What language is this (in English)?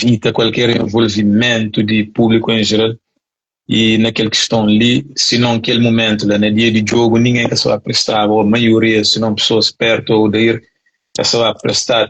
Kabuverdianu